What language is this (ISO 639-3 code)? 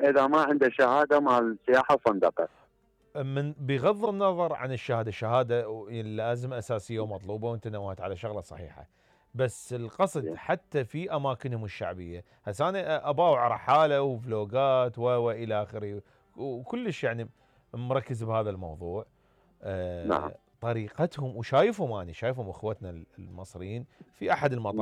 acm